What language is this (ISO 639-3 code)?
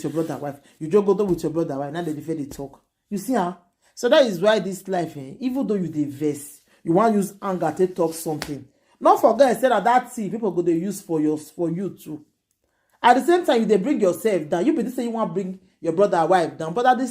pcm